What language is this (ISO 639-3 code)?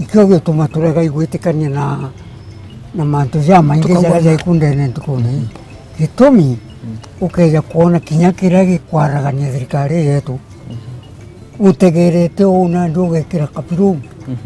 mer